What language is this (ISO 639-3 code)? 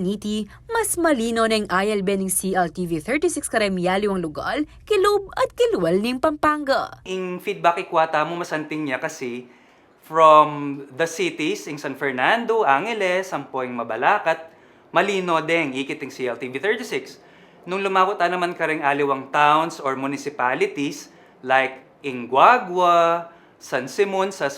pam